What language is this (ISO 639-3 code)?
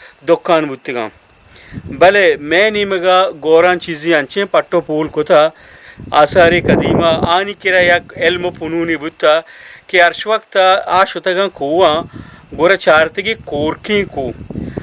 bgp